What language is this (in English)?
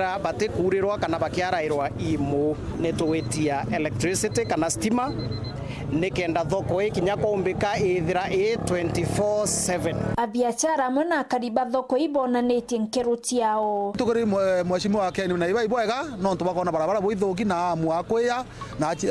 Meru